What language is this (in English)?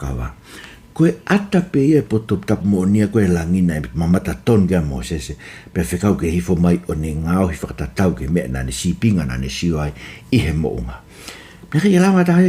Tongan